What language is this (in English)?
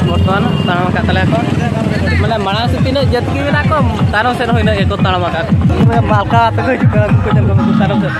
Santali